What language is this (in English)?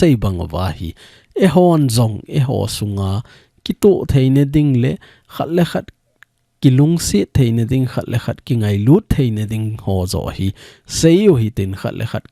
Thado Chin